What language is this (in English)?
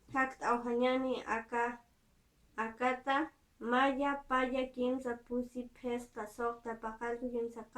Aymara